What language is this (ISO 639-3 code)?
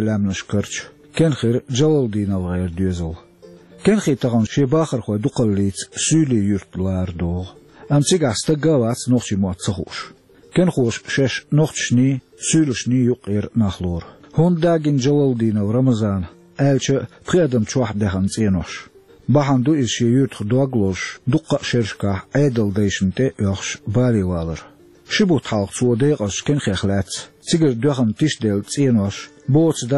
che